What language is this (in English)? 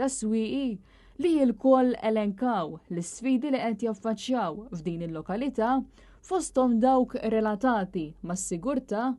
Maltese